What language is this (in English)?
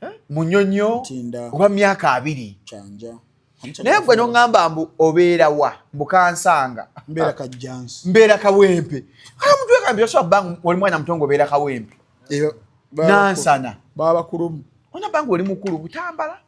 Ganda